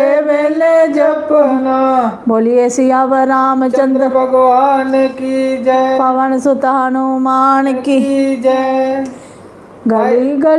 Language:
Dogri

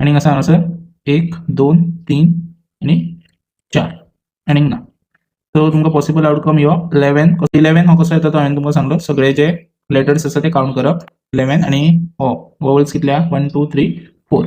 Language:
Konkani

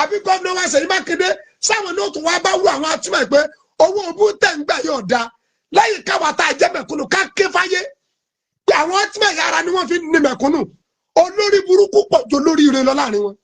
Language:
Yoruba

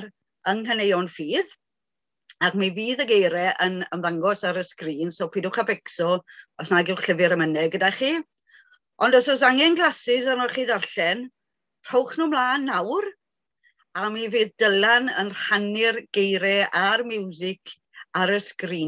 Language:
Welsh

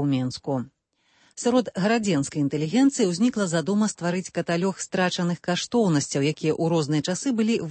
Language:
Belarusian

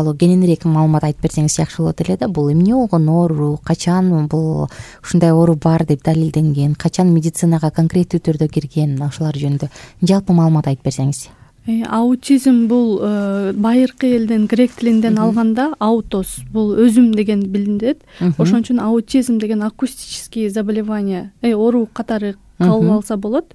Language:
Kyrgyz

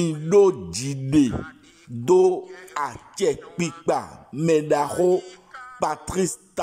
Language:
Fon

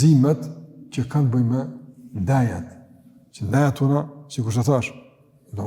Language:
Albanian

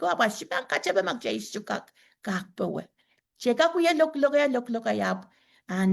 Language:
Pohnpeian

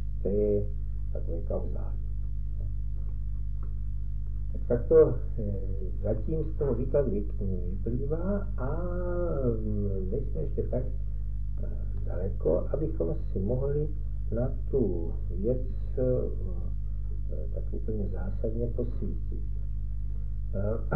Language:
Czech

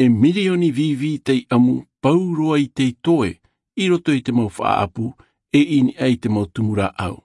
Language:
Tahitian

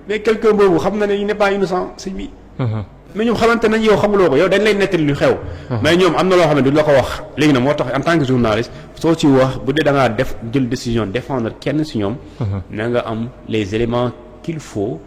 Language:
Wolof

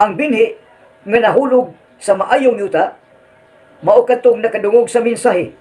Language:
Cebuano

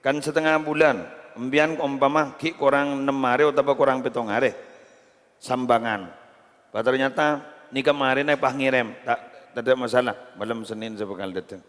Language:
Madurese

